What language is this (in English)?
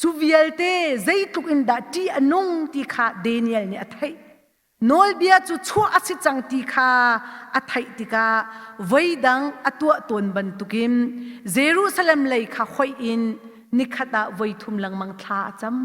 Hakha Chin